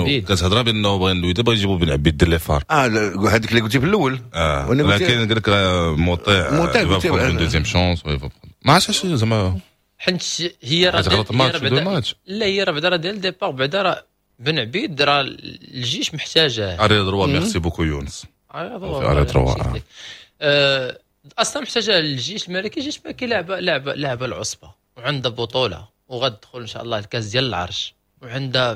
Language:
Moroccan Arabic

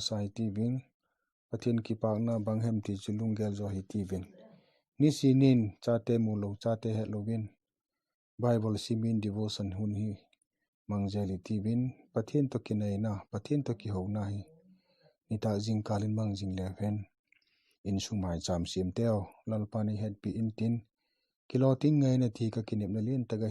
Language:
Vaiphei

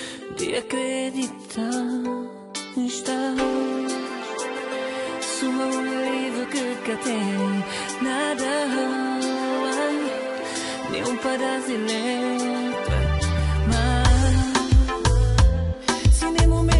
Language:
Portuguese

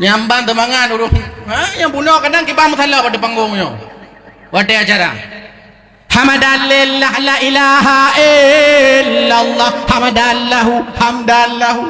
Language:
Achinese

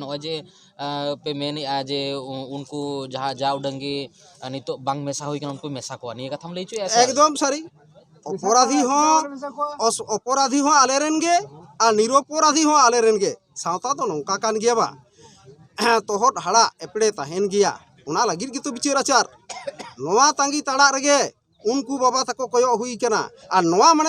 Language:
Santali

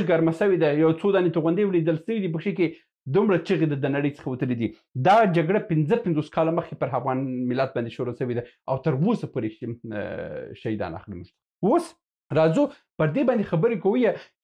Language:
Pashto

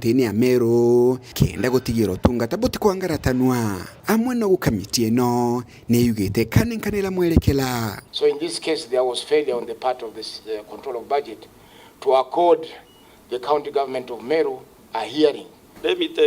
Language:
Meru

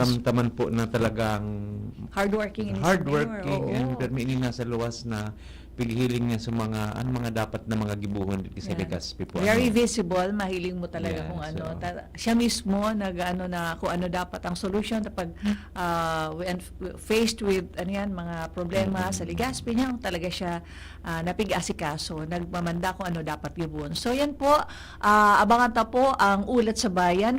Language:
Bikol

